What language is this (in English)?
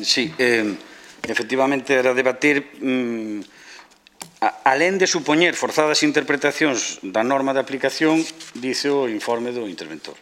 Galician